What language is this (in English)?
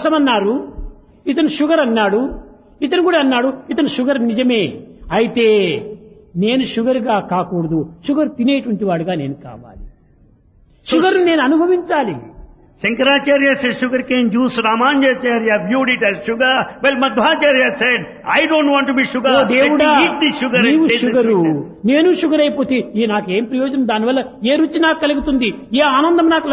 Telugu